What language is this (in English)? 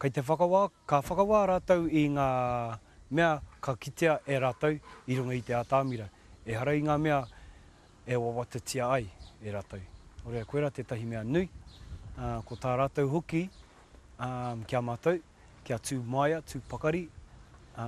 Māori